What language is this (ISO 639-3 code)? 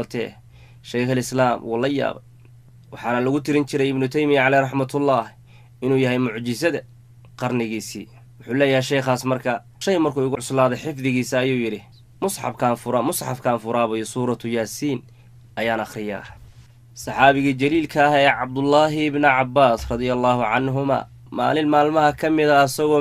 som